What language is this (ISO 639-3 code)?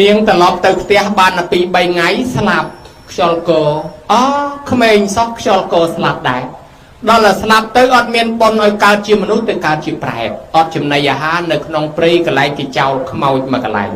khm